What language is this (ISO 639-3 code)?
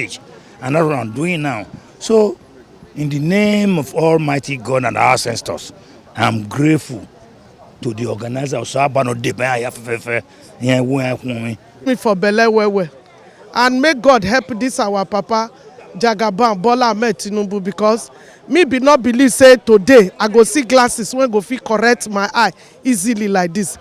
pcm